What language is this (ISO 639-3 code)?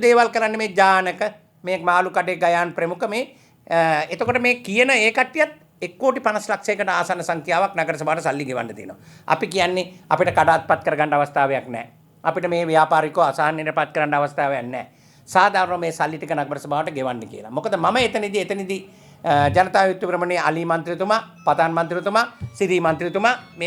sin